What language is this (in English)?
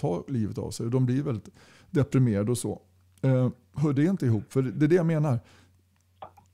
Swedish